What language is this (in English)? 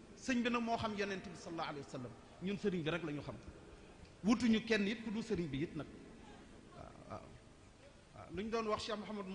Wolof